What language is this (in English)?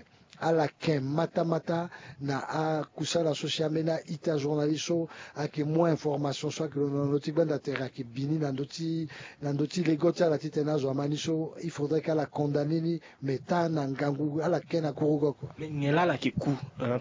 Sango